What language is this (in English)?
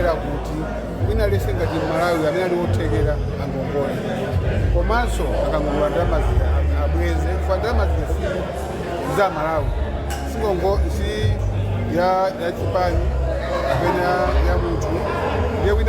Nyanja